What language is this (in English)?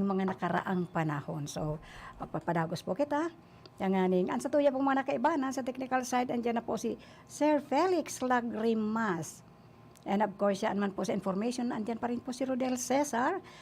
Bikol